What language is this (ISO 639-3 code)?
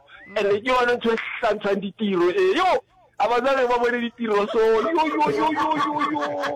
nso